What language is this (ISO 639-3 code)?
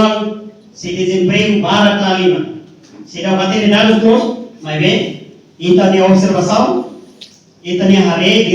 tet